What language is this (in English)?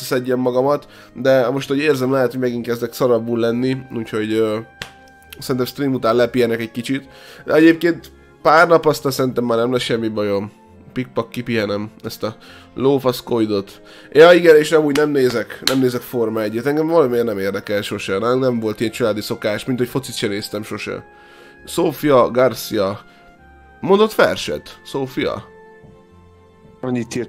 Hungarian